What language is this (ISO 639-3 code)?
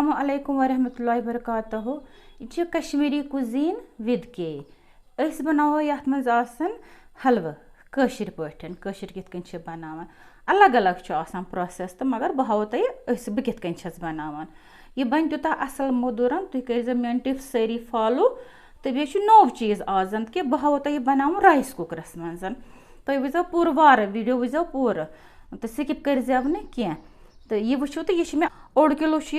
kas